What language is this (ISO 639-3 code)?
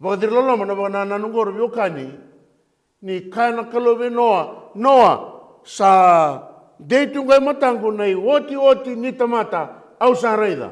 fij